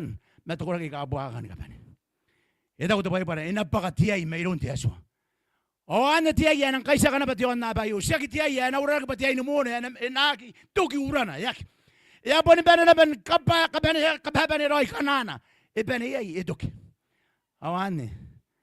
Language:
Gilbertese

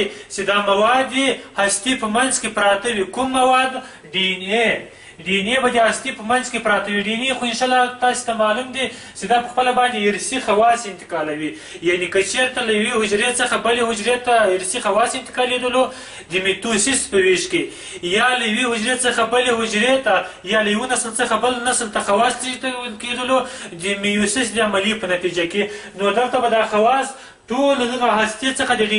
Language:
Pashto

